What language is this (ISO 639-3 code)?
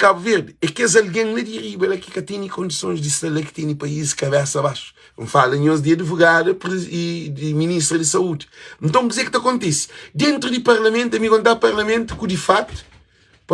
kea